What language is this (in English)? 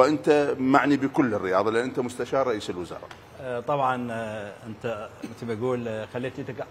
Mesopotamian Arabic